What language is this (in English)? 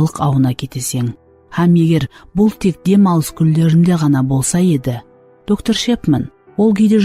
Kara-Kalpak